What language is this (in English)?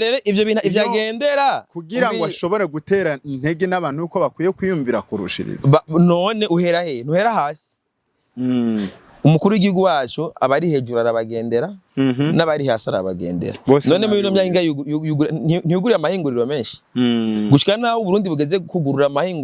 Rundi